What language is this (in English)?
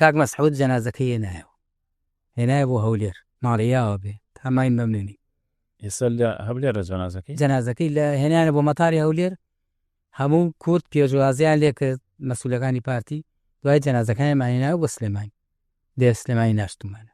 Central Kurdish